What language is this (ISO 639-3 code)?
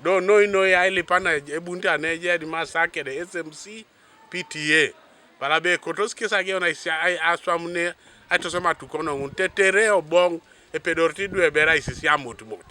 teo